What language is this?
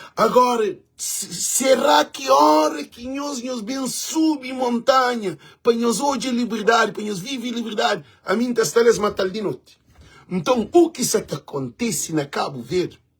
Kabuverdianu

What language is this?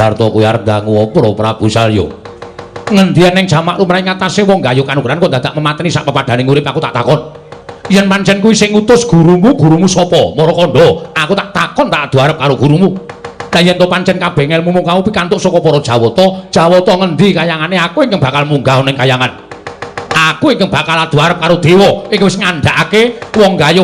Javanese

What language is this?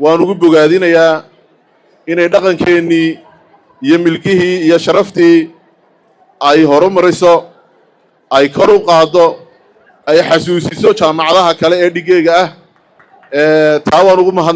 Somali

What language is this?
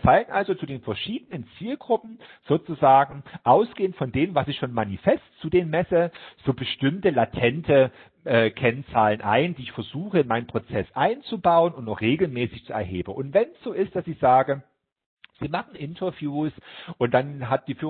German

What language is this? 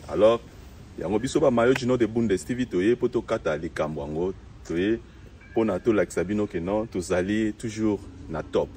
Lingala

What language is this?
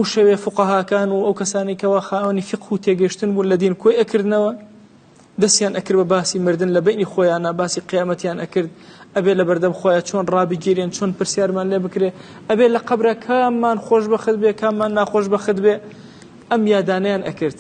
Central Kurdish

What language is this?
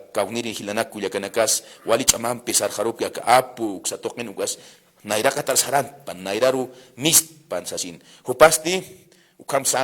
Aymara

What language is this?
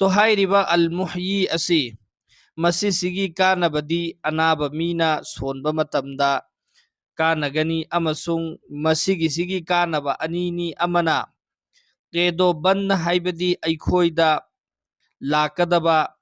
Manipuri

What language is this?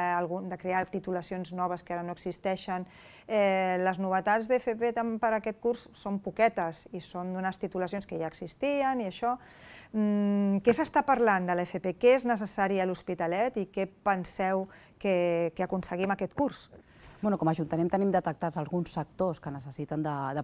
Catalan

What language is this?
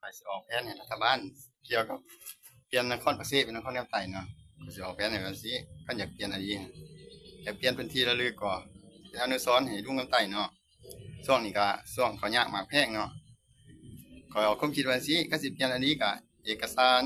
Lao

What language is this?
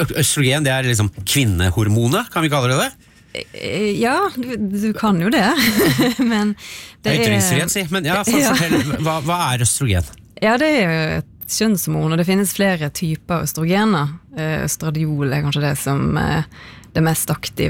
Norwegian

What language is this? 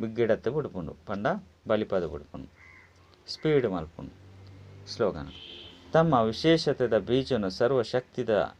Tulu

